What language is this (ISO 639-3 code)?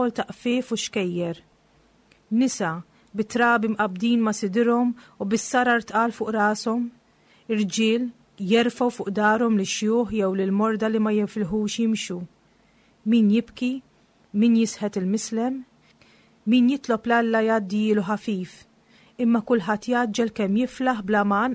mlt